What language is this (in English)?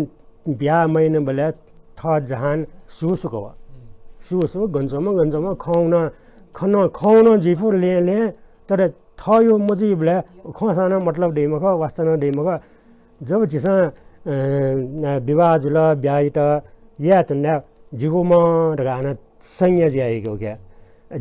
Newari